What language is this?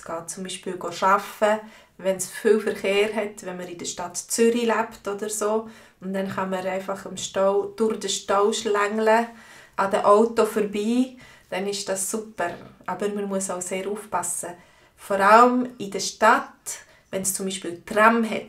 Swiss German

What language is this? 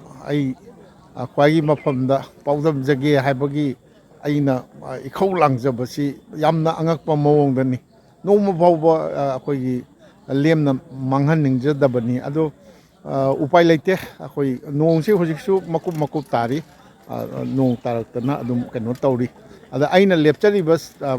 Manipuri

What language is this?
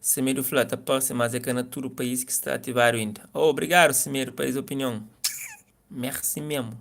Kabuverdianu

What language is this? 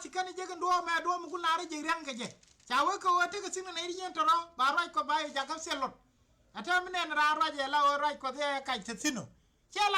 Nuer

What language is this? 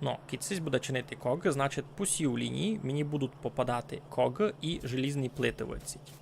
Rusyn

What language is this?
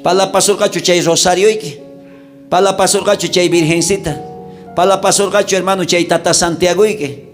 South Bolivian Quechua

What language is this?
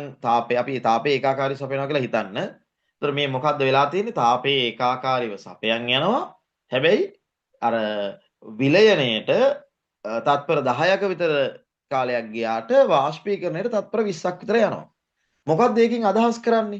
Sinhala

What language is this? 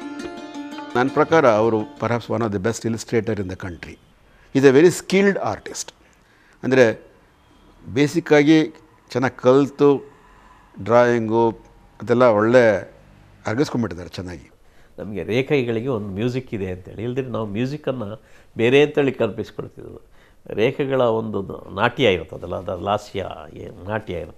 Kannada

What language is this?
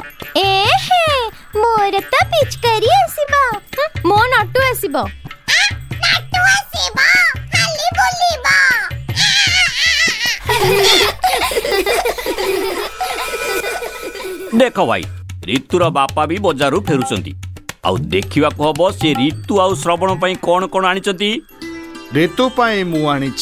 Odia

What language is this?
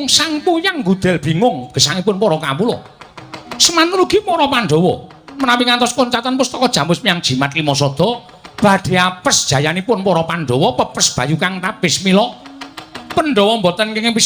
Javanese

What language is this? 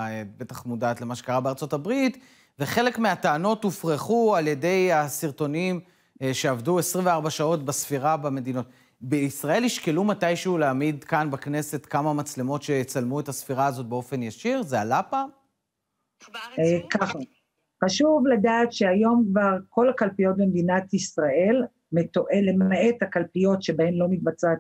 Hebrew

